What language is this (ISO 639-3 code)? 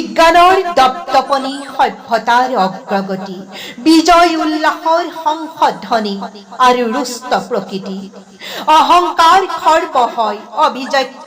asm